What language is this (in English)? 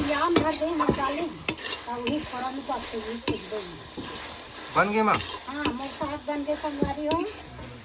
Chhattisgarhi